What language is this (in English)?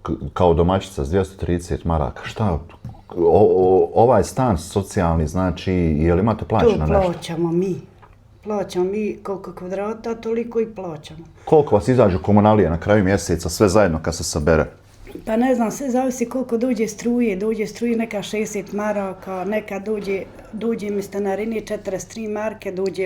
Bosnian